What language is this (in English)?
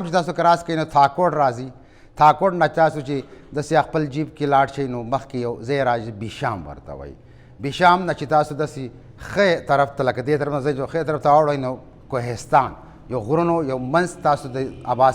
Pashto